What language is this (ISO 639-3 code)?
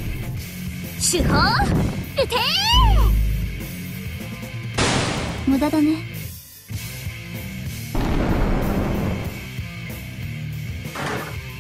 jpn